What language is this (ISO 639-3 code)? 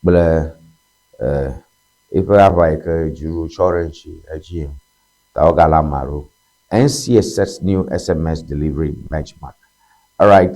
ewe